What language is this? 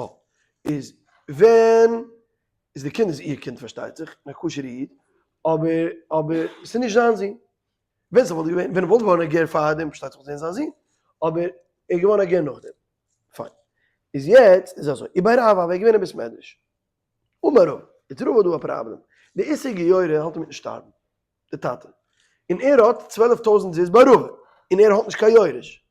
Yiddish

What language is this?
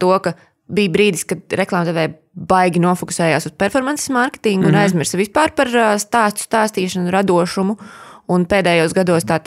Latvian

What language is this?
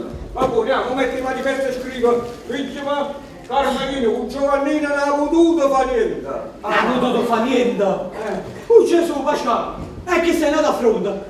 Neapolitan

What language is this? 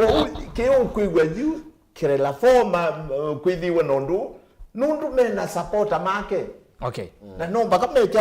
Kamba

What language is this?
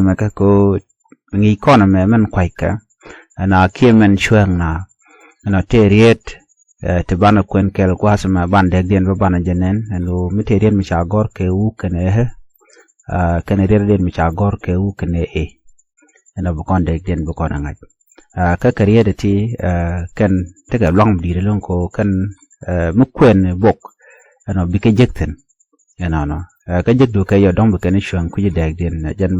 Nuer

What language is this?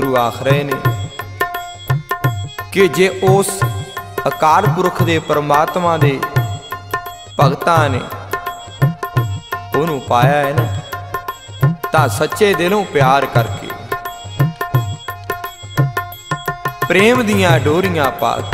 Punjabi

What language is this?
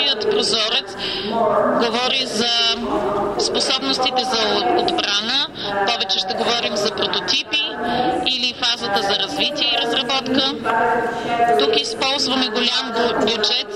Bulgarian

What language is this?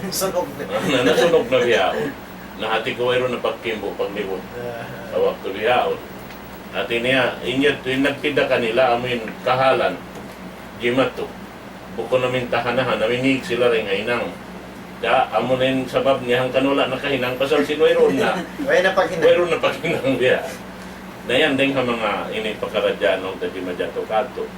Tausug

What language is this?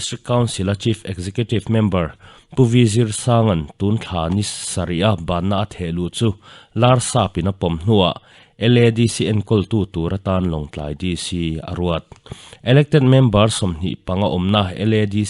Mizo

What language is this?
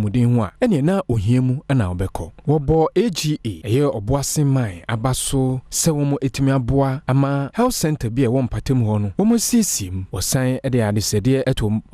Akan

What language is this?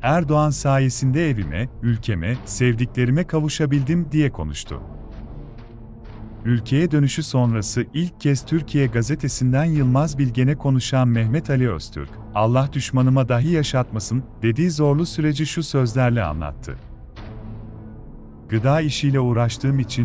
Turkish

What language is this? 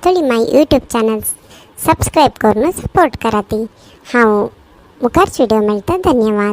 Konkani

